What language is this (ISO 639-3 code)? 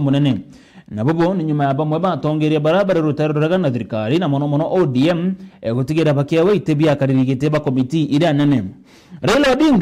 mer